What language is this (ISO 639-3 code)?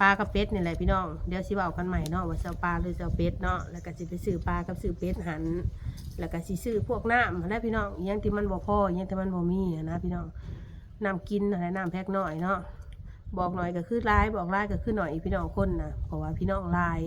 tts